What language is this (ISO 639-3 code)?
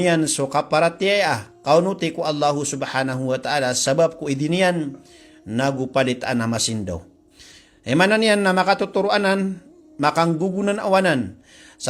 mrw